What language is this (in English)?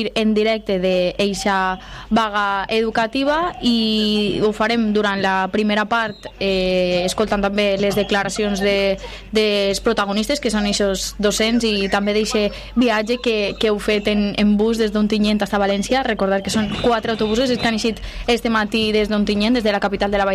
Catalan